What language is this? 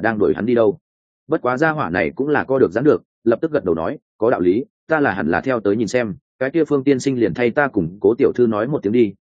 Vietnamese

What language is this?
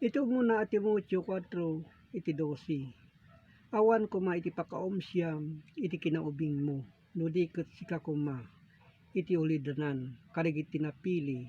Iloko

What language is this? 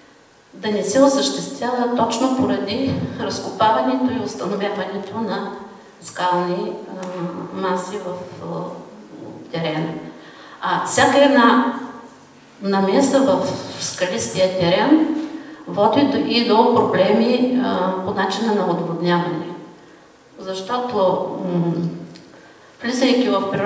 Bulgarian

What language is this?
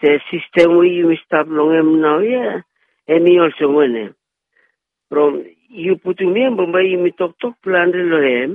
Bislama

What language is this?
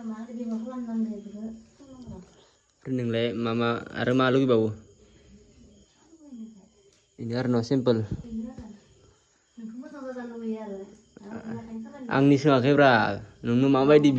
Bodo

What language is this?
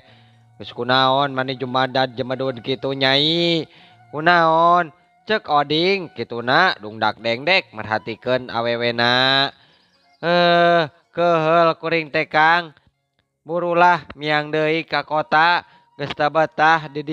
Sundanese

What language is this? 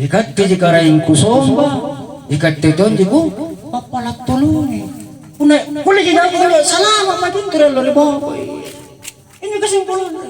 Makasar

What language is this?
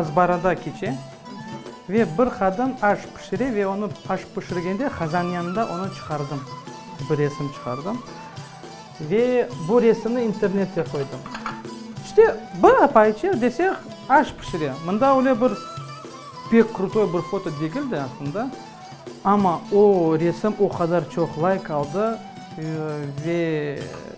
Crimean Tatar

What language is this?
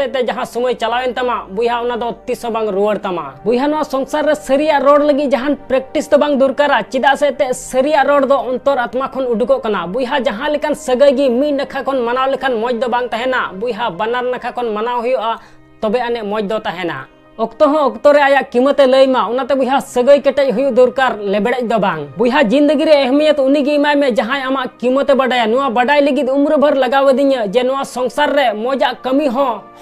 Santali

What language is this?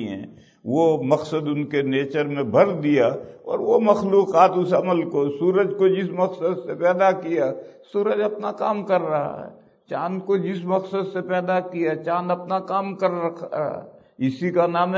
Urdu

